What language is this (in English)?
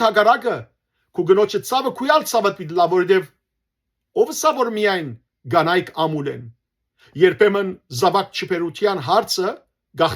Western Armenian